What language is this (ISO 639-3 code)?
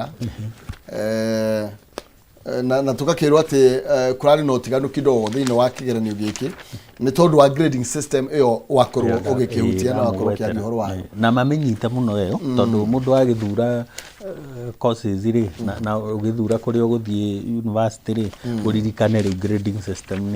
kik